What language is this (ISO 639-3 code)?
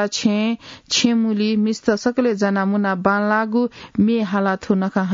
new